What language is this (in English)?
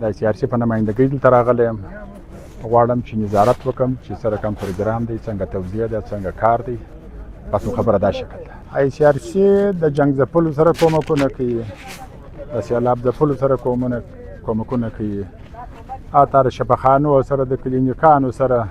Pashto